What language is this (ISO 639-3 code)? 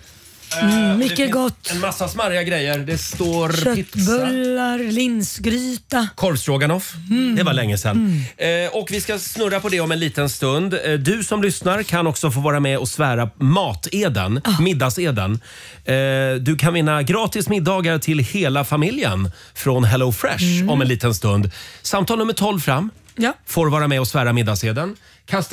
swe